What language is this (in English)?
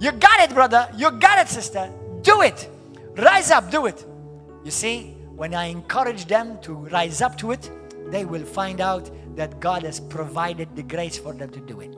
English